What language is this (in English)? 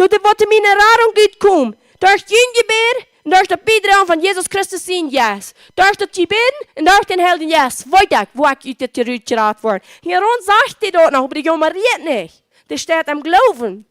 Plautdietsch